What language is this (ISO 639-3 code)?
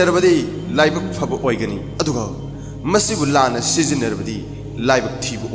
mni